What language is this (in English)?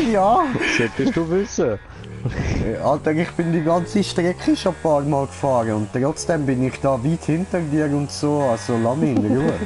Swiss German